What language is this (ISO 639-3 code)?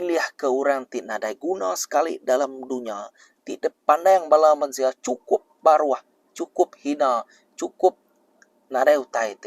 iba